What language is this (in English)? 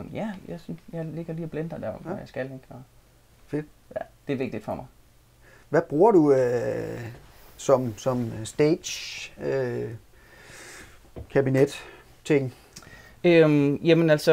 Danish